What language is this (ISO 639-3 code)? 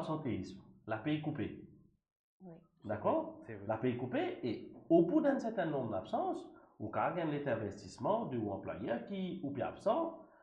mfe